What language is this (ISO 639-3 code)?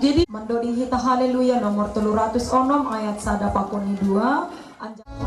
bts